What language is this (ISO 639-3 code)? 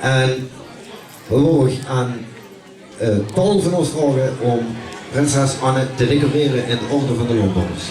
lim